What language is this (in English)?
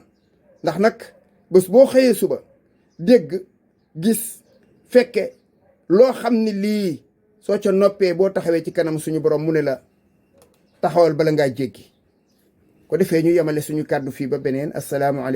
Wolof